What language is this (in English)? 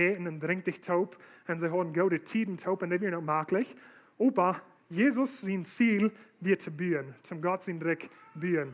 Plautdietsch